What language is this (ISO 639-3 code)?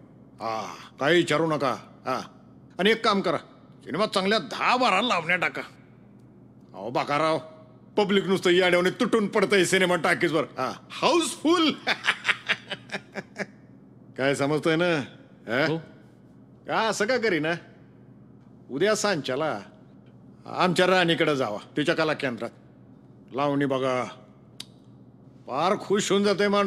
mar